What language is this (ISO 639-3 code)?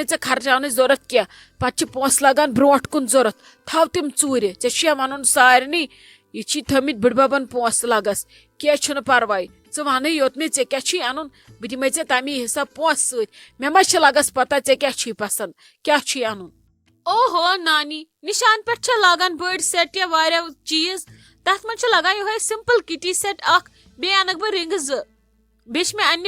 kas